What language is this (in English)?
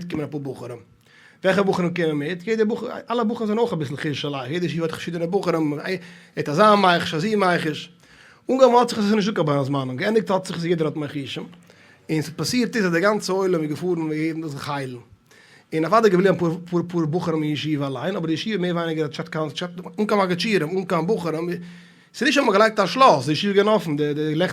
Yiddish